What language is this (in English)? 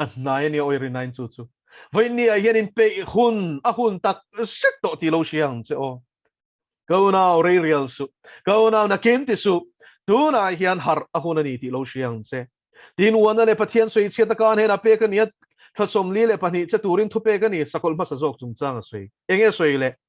Mizo